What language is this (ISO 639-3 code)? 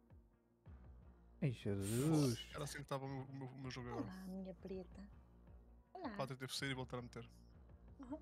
por